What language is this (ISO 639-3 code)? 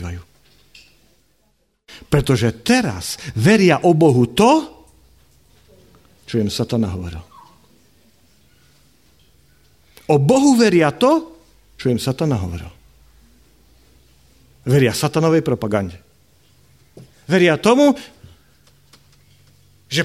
slk